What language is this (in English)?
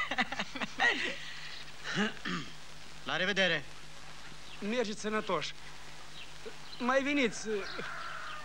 Romanian